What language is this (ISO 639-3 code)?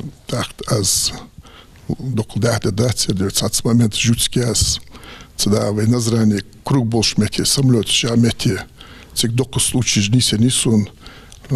inh